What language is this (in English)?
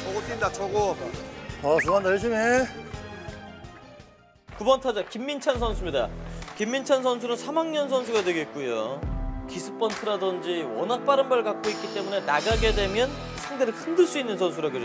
Korean